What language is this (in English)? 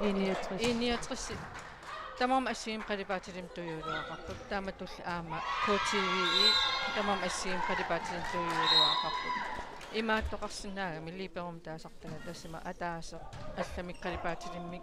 Kalaallisut